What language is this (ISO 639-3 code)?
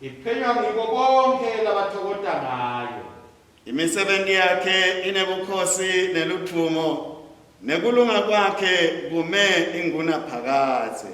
ssw